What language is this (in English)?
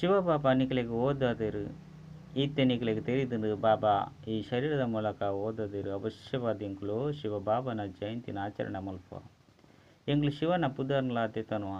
Tulu